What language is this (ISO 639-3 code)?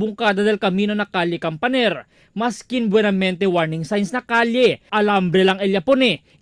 cbk